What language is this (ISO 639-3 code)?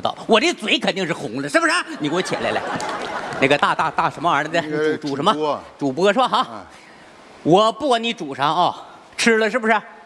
zho